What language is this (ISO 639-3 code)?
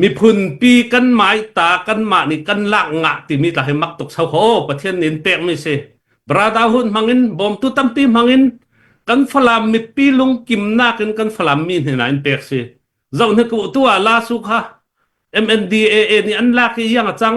cfm